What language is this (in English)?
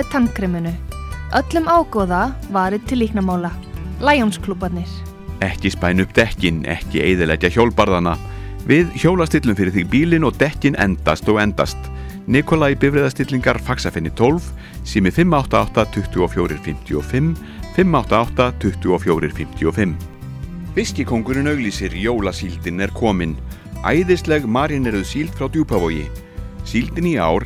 Icelandic